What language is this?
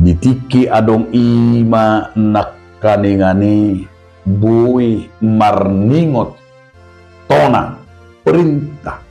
Batak Toba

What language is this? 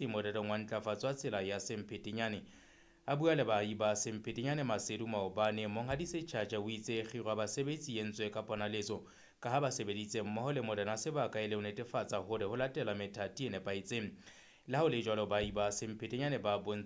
Southern Sotho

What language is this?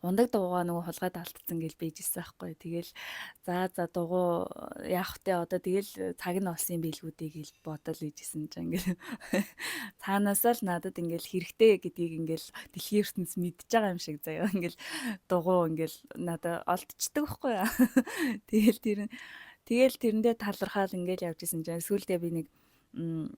Mongolian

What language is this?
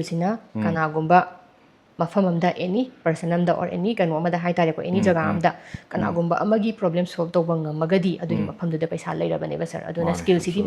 Manipuri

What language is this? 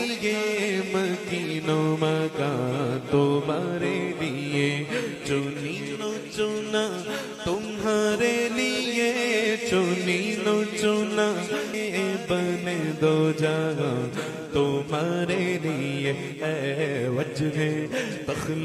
Urdu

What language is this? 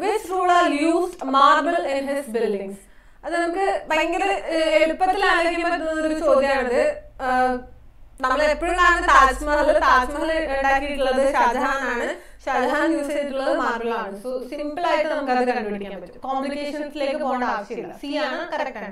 Malayalam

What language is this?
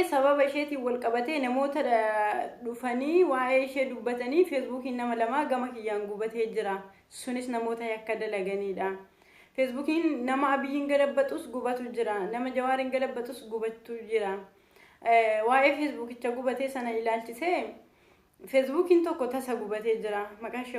Oromo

